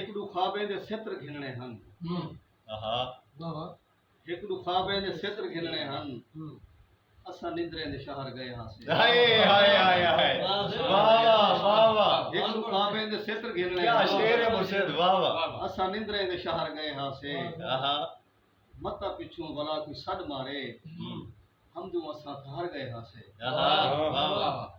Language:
Saraiki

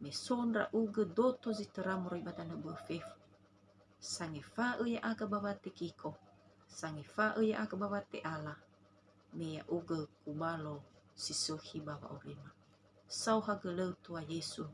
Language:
Nias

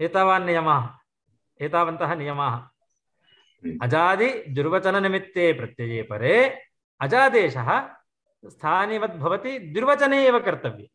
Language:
Sanskrit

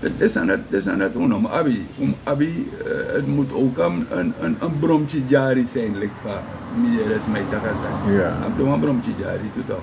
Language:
Sranan Tongo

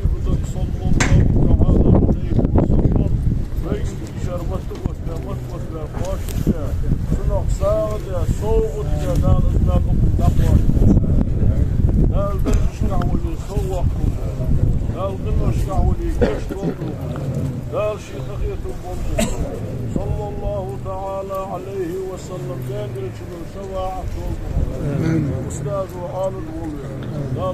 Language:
Ingush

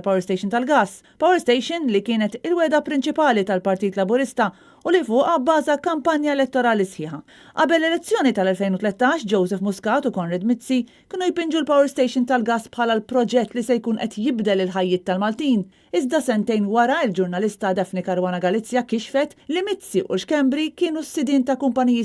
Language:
Maltese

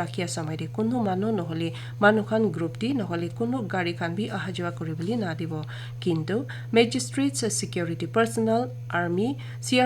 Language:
Naga Pidgin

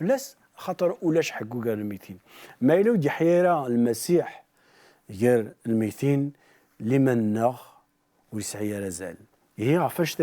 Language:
Kabyle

